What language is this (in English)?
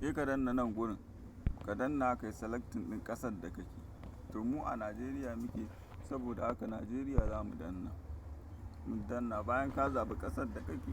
Hausa